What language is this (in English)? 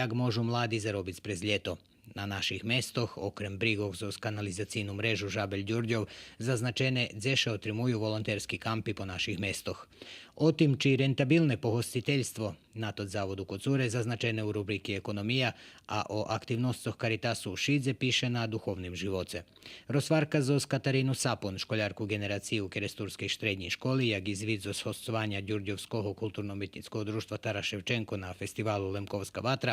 Rusyn